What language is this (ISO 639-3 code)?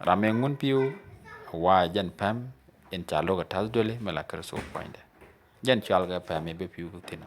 nus